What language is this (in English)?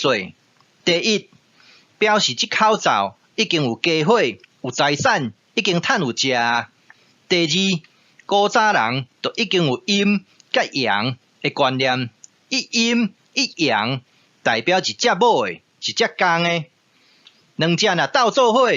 Min Nan Chinese